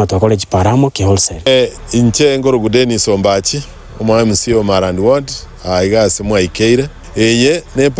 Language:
Gusii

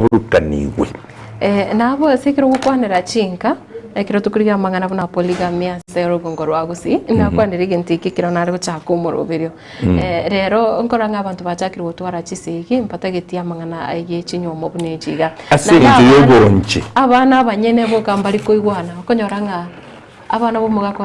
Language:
Gusii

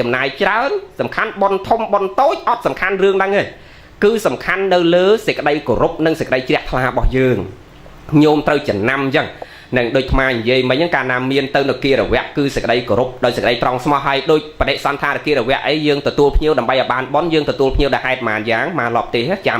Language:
Khmer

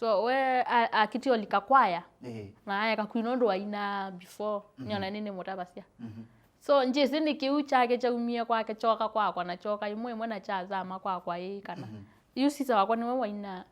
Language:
Kamba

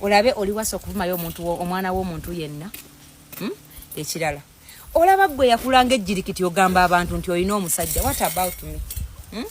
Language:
Ganda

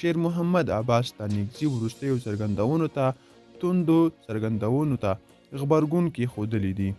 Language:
Pashto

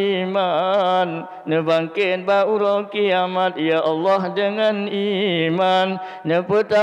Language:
Achinese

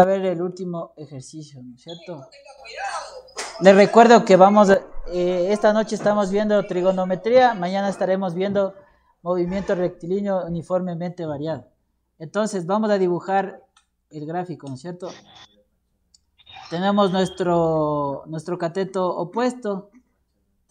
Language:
Spanish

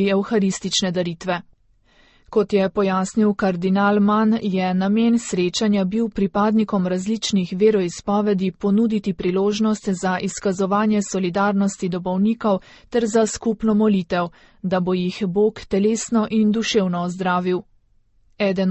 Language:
Slovenian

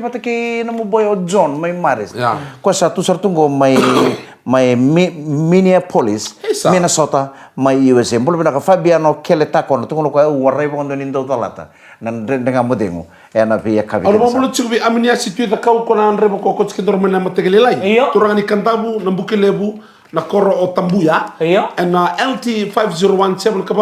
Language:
Fijian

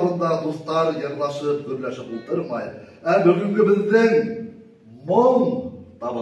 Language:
Bashkir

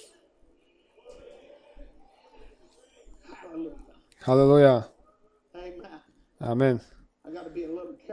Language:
Croatian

